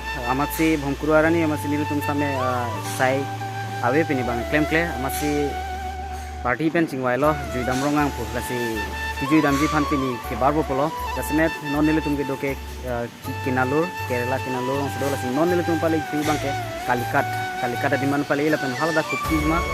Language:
Karbi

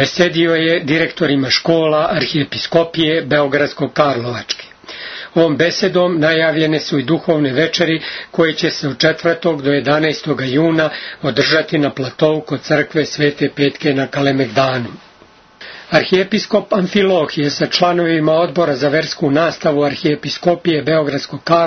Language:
Serbian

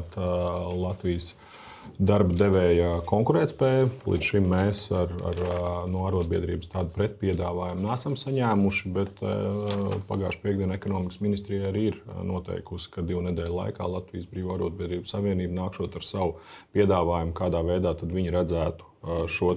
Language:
Latvian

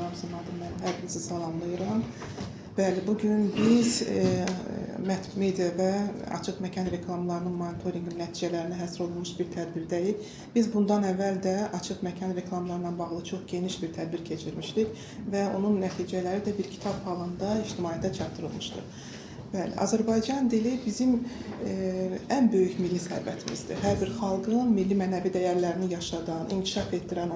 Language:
Azerbaijani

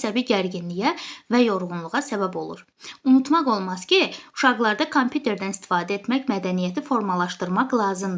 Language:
Azerbaijani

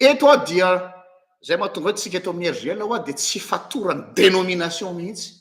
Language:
Malagasy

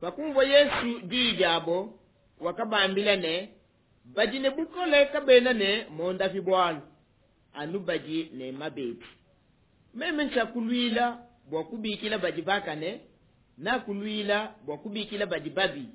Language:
Luba-Lulua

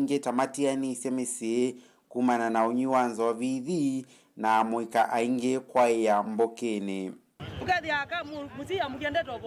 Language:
Kamba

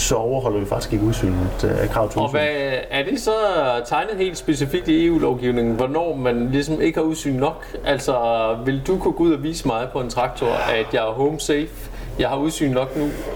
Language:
Danish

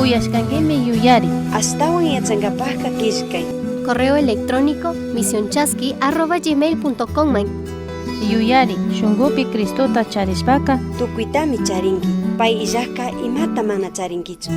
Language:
Chimborazo Highland Quichua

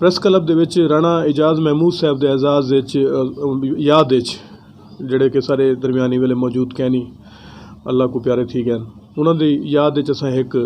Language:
Saraiki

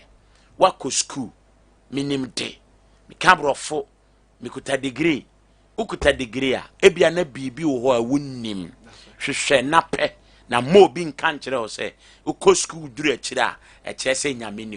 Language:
Akan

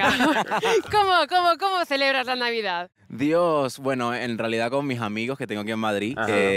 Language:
Spanish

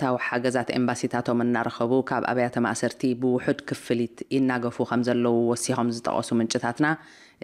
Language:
Tigrinya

